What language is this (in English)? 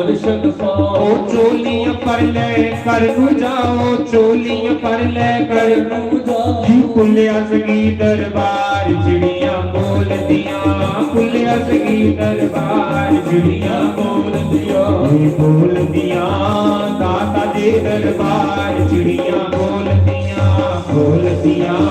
Dogri